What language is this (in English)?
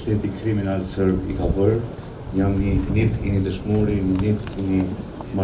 Albanian